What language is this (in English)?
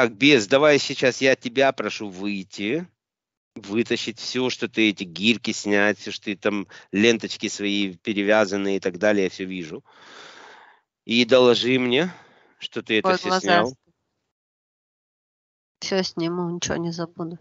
Russian